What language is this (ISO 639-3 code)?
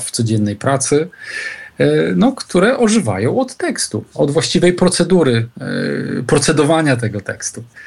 pol